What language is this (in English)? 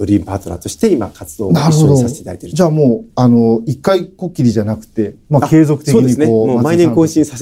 Japanese